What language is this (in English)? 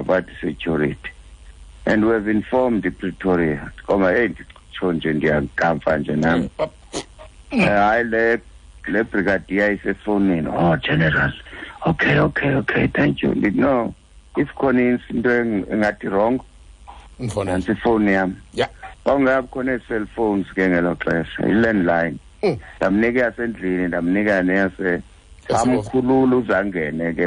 Xhosa